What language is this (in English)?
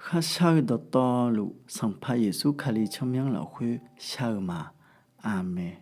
Akha